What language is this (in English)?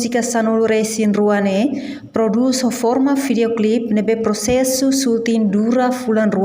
Tetum